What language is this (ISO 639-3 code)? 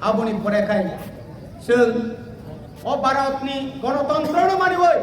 trp